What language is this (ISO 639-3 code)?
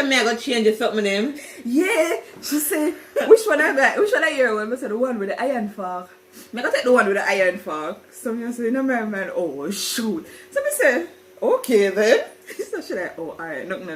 jam